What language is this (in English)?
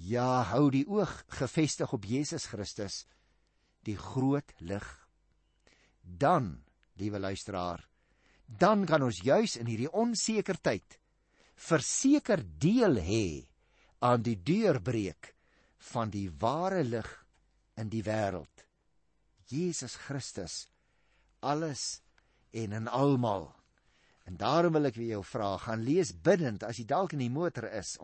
Afrikaans